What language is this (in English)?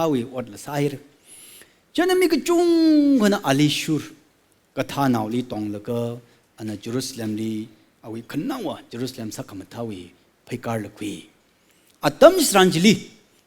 Tangkhul Naga (India)